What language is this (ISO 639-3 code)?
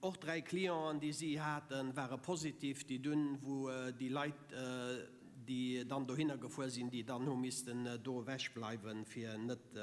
ltz